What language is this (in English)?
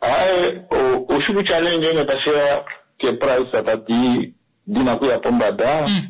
Kuanyama